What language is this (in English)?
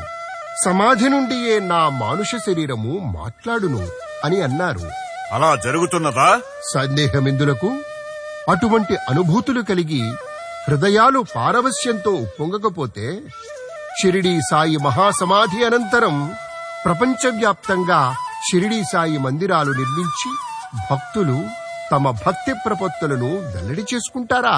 Telugu